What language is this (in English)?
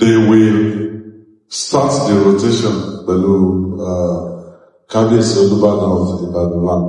Yoruba